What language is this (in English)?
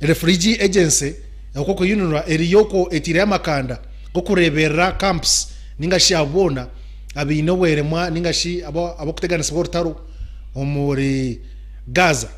Nyankole